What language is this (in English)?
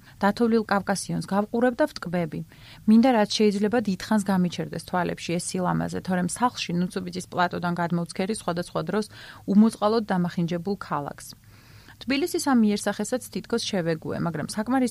Georgian